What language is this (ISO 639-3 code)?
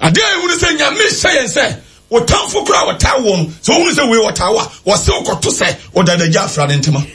aka